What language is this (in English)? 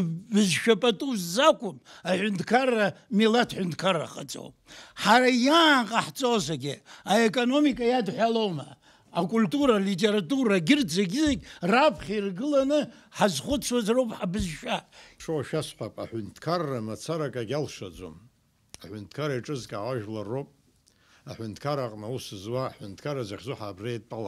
Abkhazian